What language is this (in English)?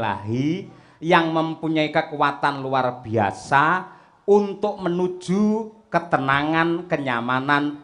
Javanese